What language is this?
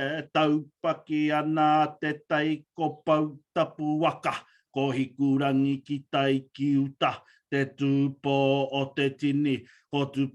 Māori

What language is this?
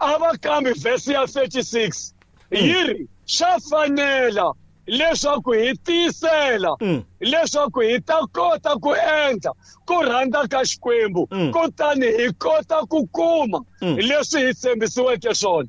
Tsonga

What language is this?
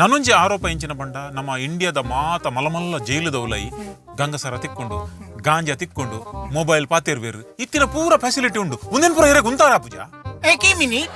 Tulu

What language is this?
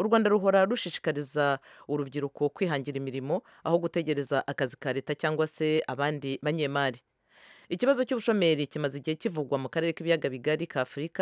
Kinyarwanda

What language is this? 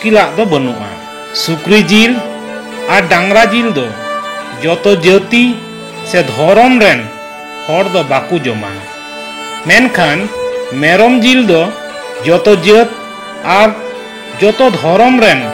Santali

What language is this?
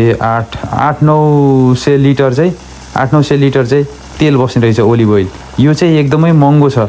Nepali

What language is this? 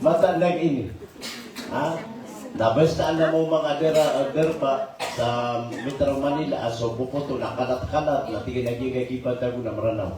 Maranao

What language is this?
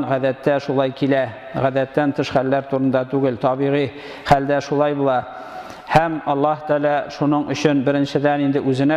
Tatar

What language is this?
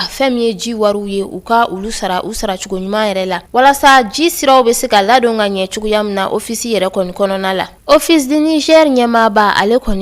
Bambara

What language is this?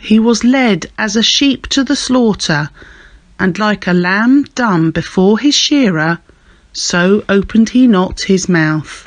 English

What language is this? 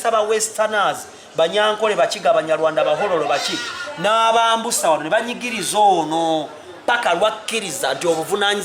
Ganda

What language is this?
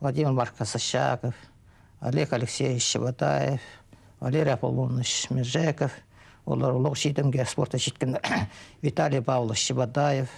Khakas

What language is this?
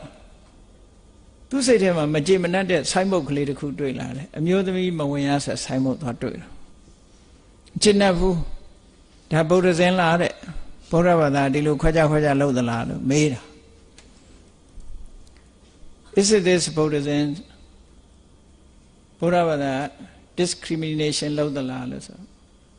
Burmese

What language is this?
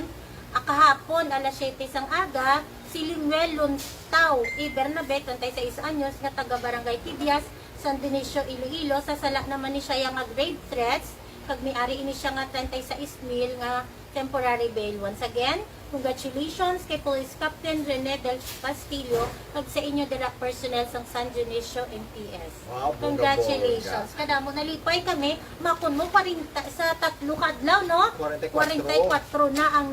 Hiligaynon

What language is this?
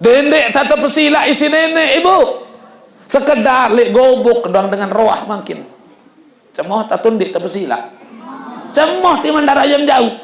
Sasak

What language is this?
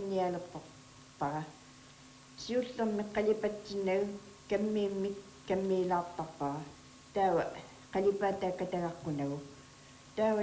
Kalaallisut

